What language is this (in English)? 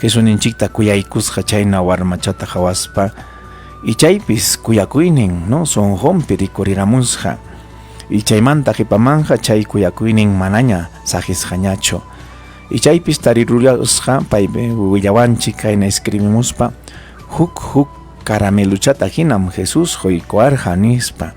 Ayacucho Quechua